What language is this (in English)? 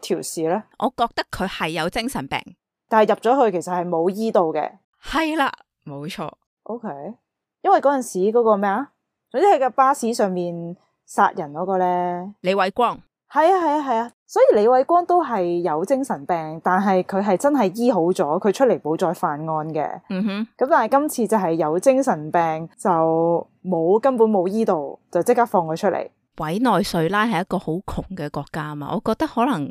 Cantonese